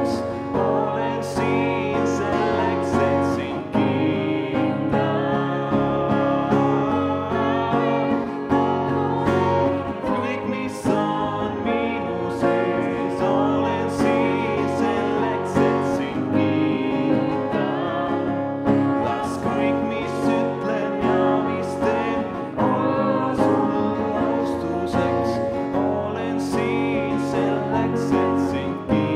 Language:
Estonian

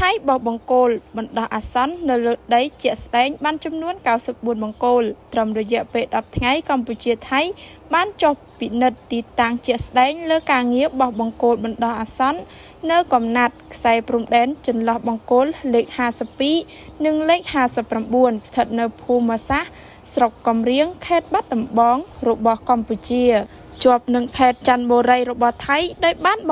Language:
Khmer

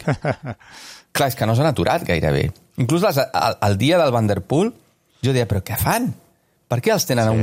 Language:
Catalan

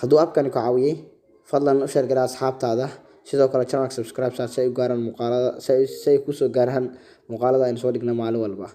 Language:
Somali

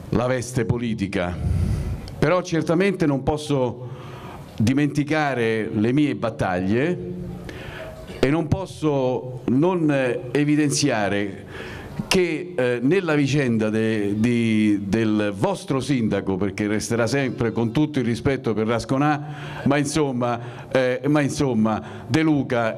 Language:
Italian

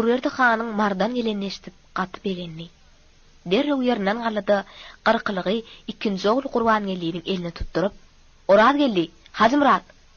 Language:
Turkmen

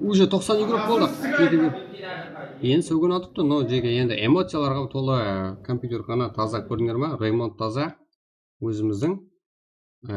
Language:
Kara-Kalpak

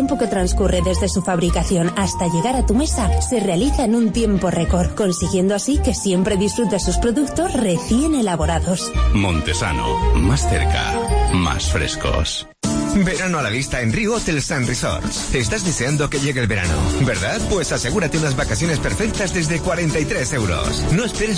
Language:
Spanish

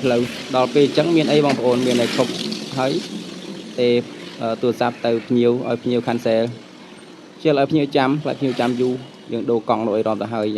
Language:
Khmer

